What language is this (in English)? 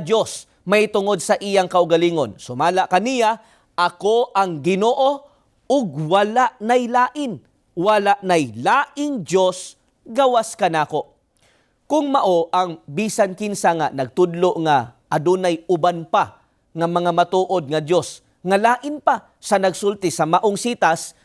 Cebuano